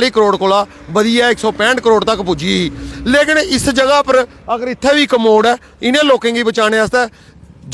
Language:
Dogri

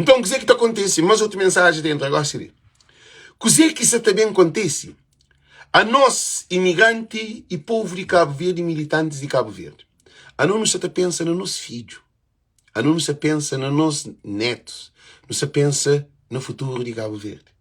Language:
Kabuverdianu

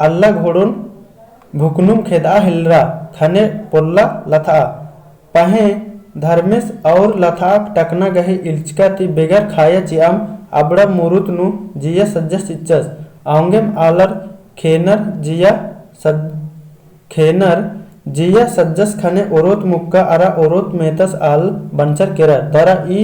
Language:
Kurukh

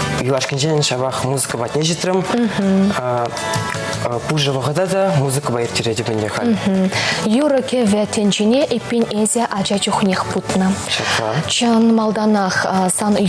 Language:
Chuvash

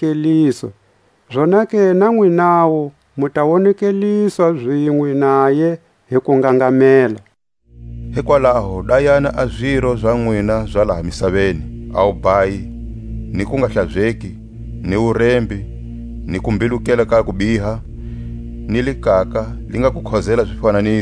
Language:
Tswa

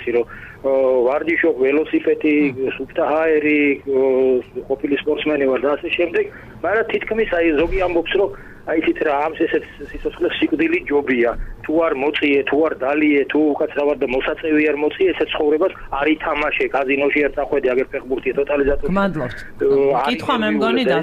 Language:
Georgian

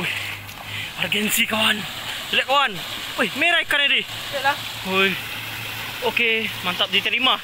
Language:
Minangkabau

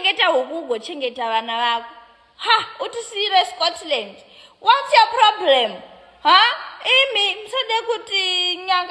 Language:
Shona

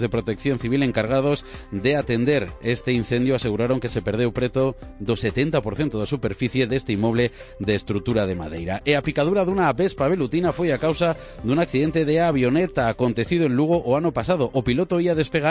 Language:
Galician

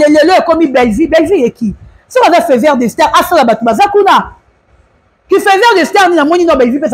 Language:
Lingala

